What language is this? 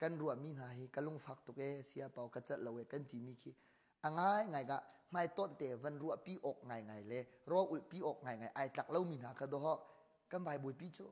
Hakha Chin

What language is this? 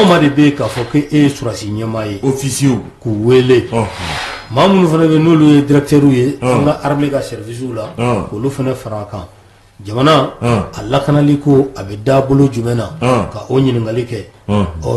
Bambara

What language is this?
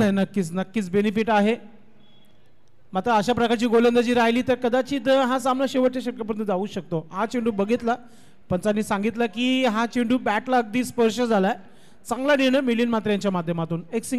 Marathi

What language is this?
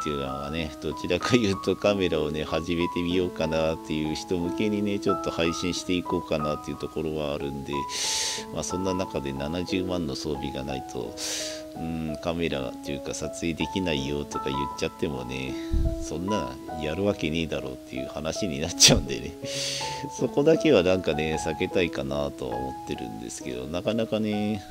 Japanese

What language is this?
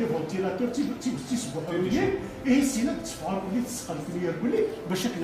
Kabyle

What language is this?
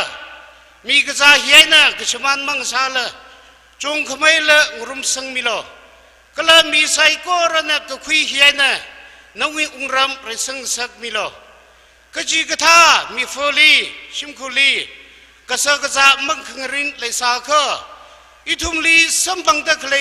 Tangkhul Naga (India)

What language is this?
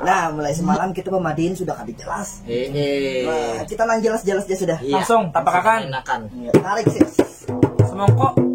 Banjar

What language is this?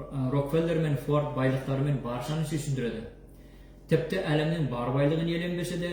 Kazakh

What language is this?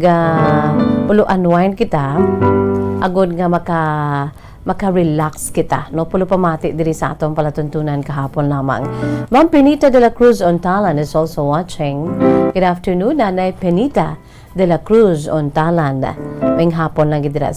Hiligaynon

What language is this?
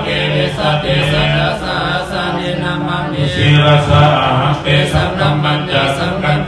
Pali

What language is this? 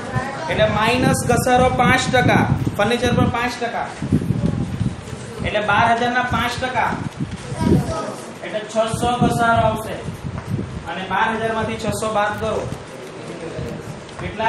Gujarati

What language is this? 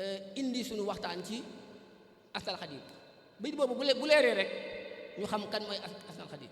Wolof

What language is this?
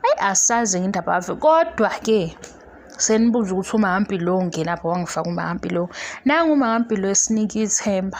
Zulu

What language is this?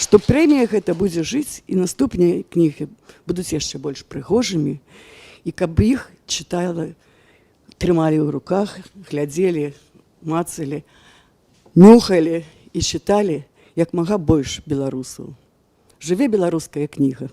Belarusian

